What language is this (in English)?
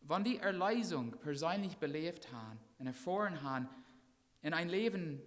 Plautdietsch